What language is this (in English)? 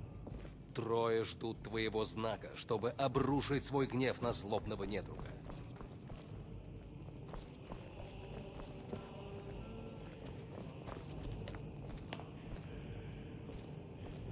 Russian